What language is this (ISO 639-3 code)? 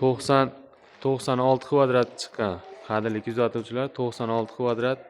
uzb